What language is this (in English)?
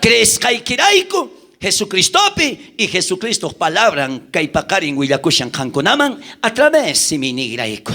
South Bolivian Quechua